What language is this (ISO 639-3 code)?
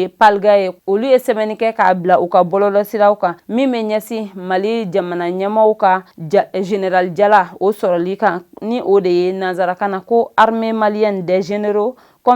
bam